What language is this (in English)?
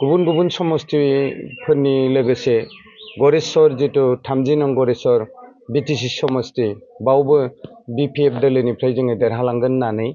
Bodo